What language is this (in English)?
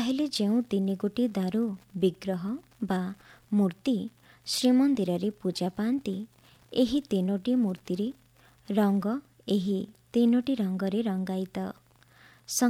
Odia